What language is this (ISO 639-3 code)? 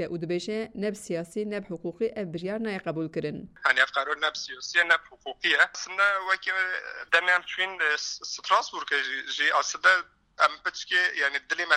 kur